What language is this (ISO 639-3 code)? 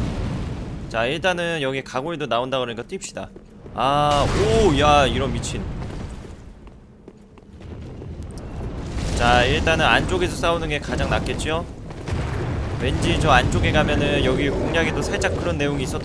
kor